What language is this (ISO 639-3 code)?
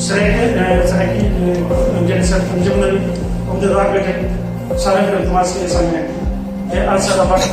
skr